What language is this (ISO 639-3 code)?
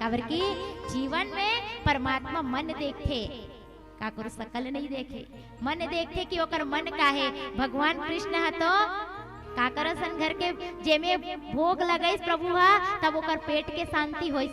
hne